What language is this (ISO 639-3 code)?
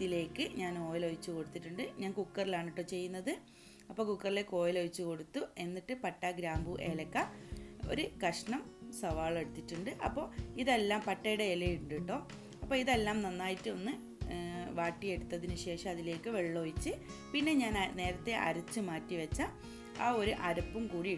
mal